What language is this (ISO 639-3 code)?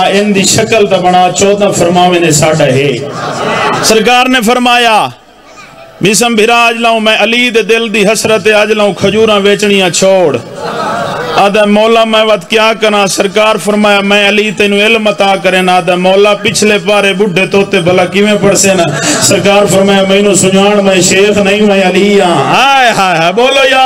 skr